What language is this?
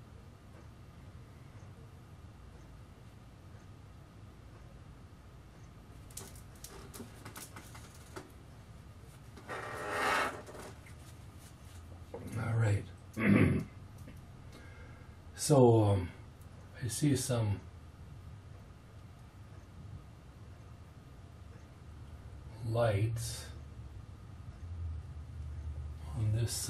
English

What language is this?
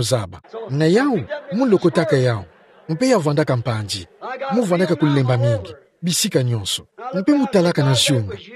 Kituba (Democratic Republic of Congo)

